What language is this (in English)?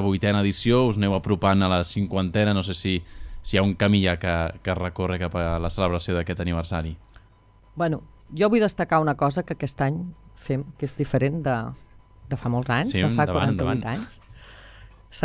Catalan